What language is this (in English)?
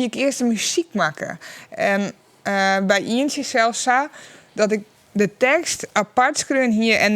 Western Frisian